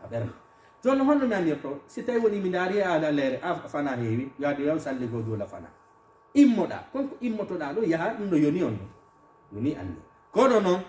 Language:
Fula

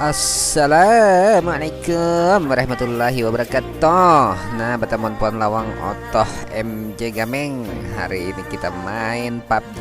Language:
Banjar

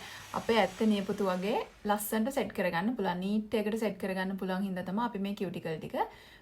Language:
Sinhala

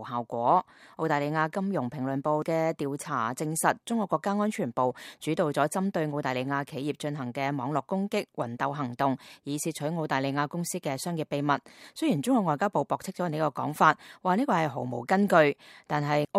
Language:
Cantonese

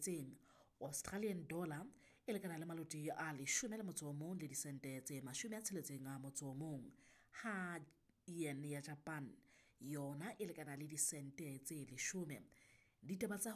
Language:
Southern Sotho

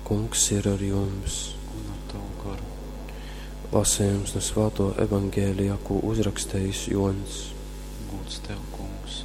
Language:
Latgalian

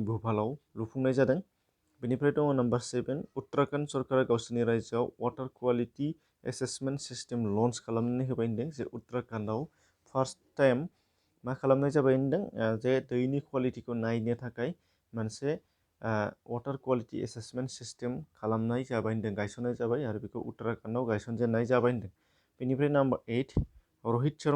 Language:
Bodo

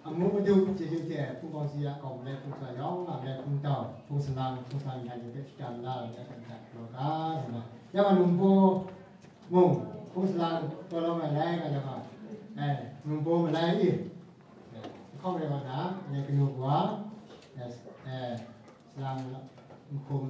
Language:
Kachin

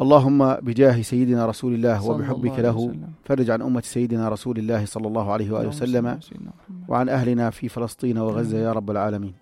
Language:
North Levantine Arabic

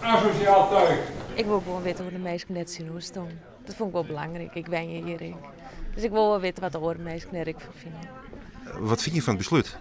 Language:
Western Frisian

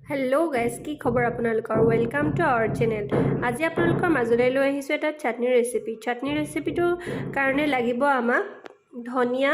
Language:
Assamese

